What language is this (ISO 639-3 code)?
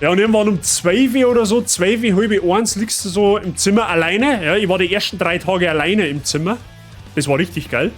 bar